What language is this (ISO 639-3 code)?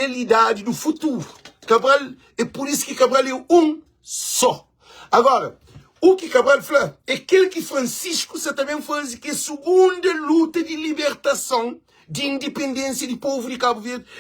kea